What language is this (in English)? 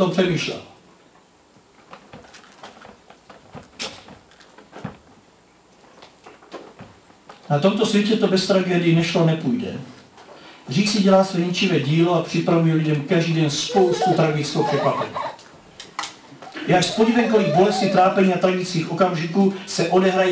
Czech